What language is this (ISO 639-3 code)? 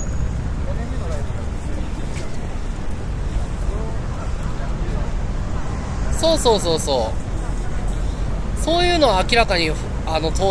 jpn